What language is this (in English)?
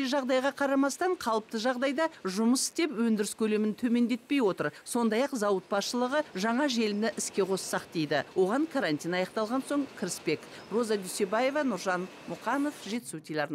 Kazakh